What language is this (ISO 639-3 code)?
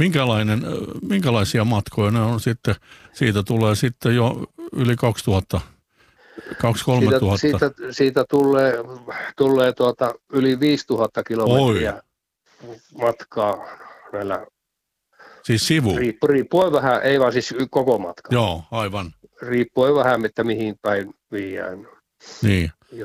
fin